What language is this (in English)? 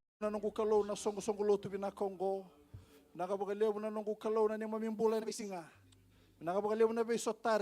Fijian